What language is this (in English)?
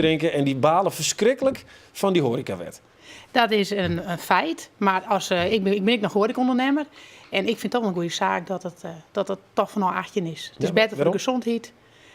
Western Frisian